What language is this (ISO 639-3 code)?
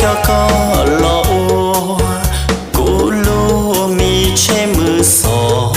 hmn